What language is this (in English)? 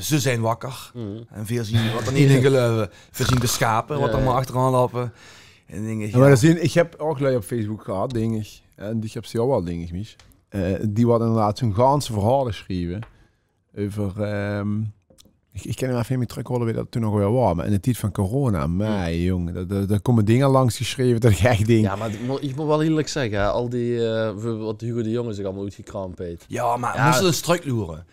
Limburgish